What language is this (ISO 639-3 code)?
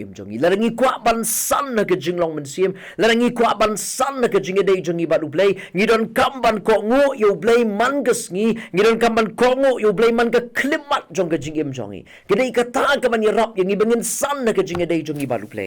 kha